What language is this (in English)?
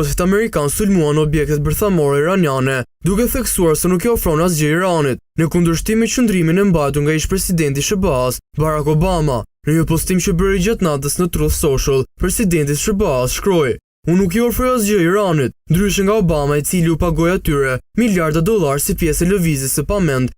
Albanian